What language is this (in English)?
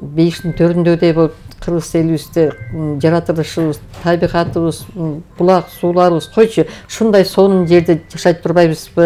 Kyrgyz